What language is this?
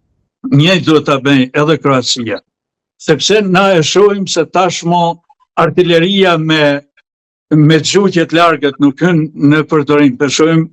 Albanian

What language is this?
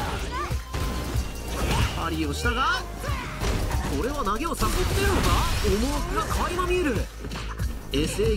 Japanese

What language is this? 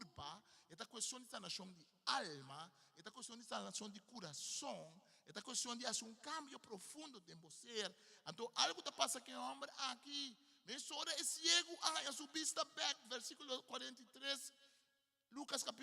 Papiamento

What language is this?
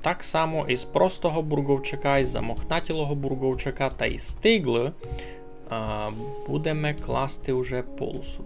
Rusyn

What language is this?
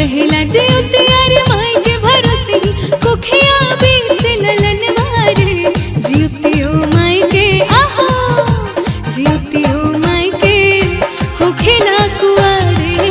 Bhojpuri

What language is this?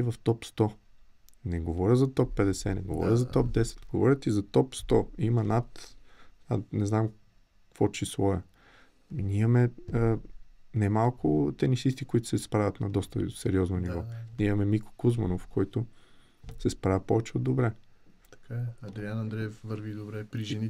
Bulgarian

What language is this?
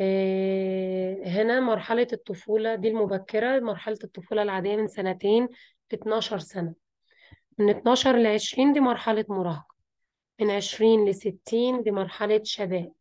Egyptian Arabic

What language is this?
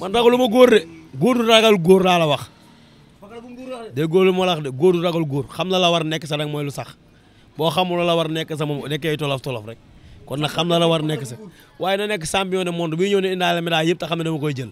Wolof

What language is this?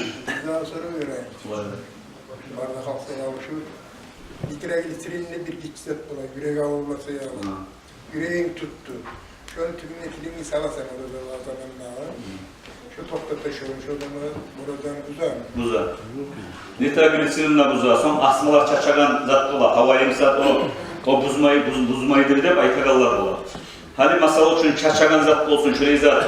Kumyk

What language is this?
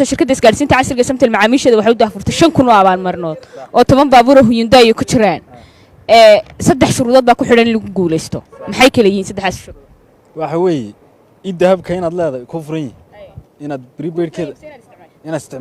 Somali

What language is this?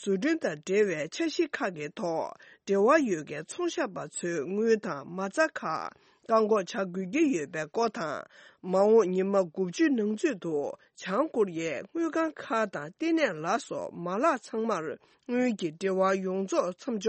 Tibetan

